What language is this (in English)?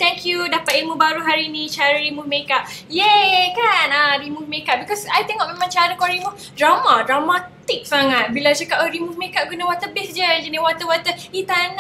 Malay